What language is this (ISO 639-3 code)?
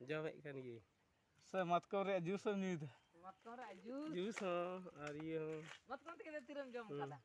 sat